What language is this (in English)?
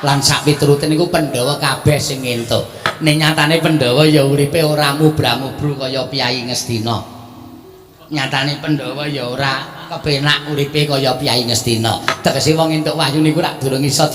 Javanese